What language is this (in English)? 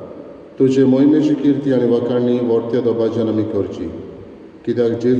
Konkani